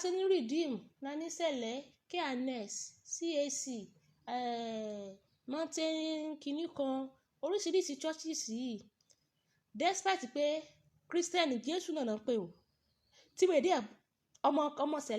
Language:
Yoruba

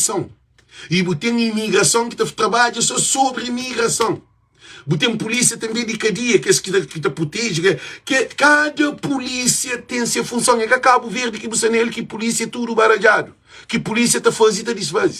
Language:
Kabuverdianu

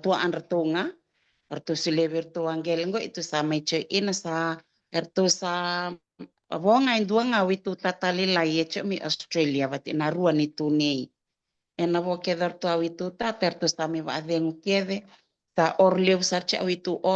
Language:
Fijian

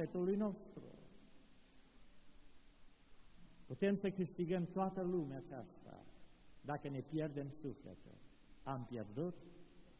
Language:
Romanian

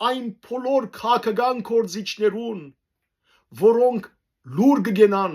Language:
Western Armenian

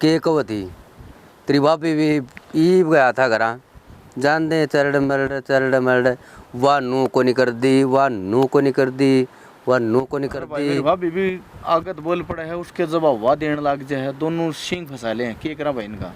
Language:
Haryanvi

